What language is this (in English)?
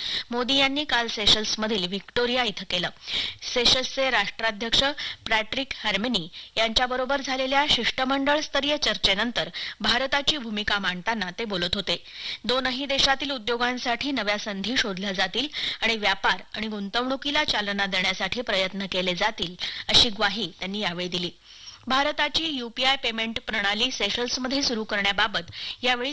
Marathi